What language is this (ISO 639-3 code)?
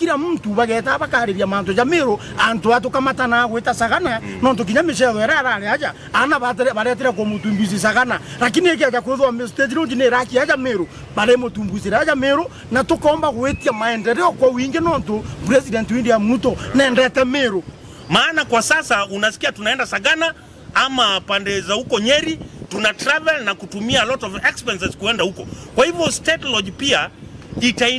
mer